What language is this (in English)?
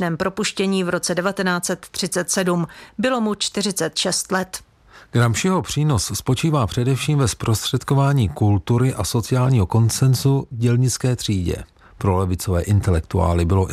Czech